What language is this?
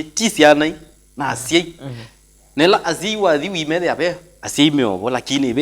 Kamba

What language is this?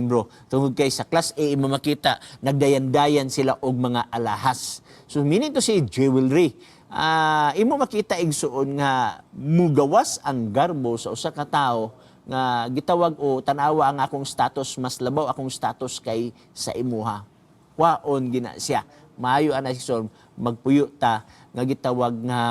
Cebuano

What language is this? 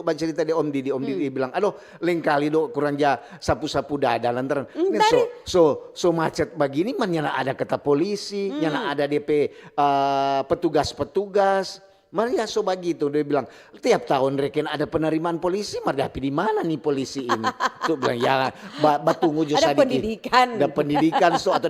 Manado Malay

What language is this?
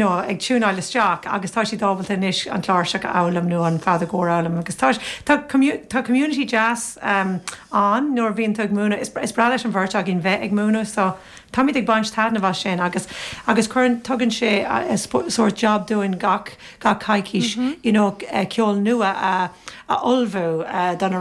Irish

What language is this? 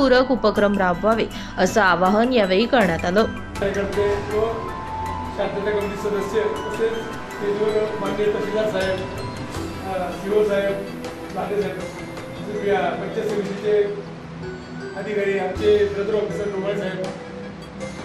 Marathi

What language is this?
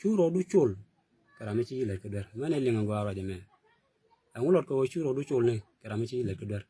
Nuer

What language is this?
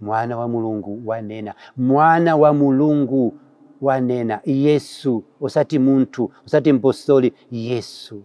Nyanja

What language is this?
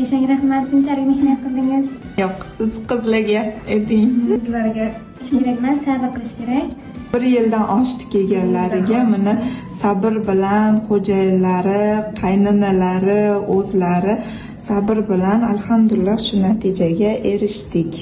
Uzbek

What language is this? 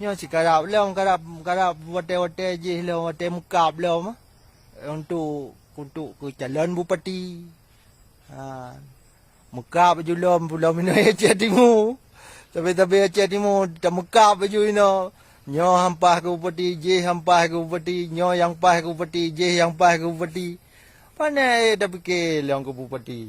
Achinese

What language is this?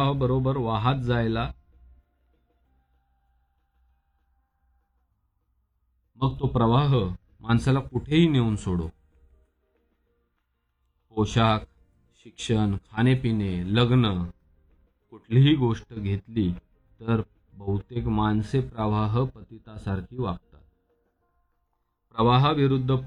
Marathi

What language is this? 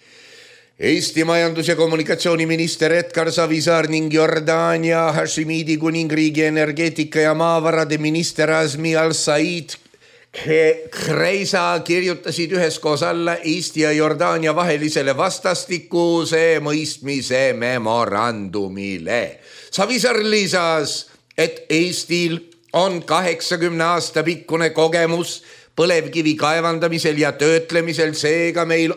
Estonian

